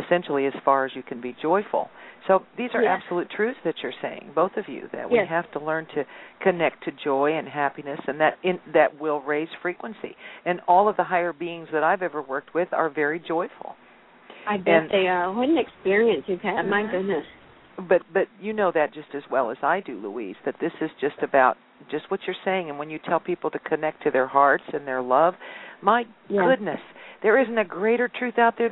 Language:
English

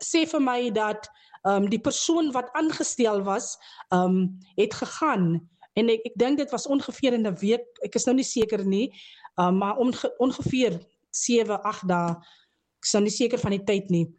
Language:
Afrikaans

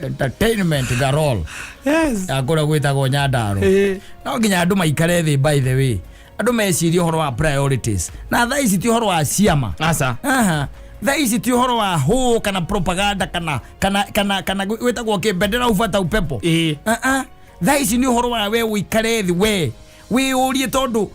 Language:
Kikuyu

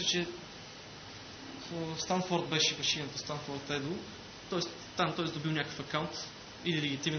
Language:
Bulgarian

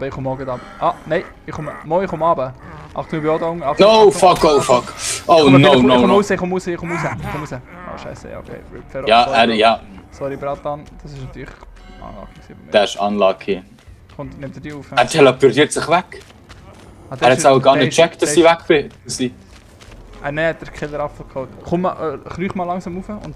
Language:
Swiss German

